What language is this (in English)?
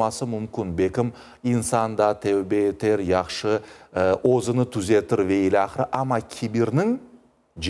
Crimean Tatar